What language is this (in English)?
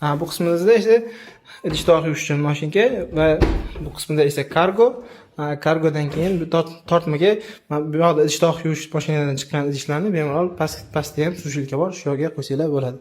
Uzbek